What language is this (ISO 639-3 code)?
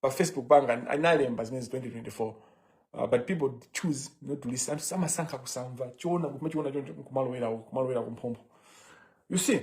nya